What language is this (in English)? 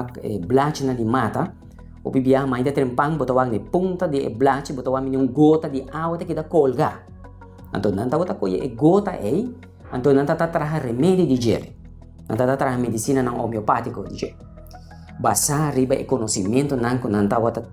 Papiamento